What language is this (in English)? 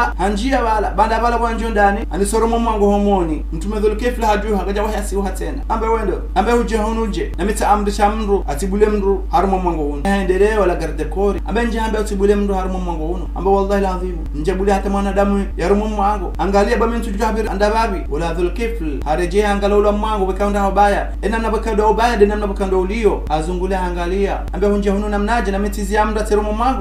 Ngazidja Comorian